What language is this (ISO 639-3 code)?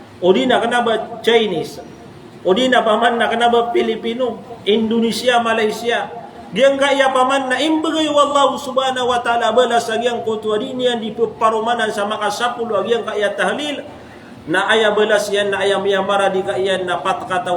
mrw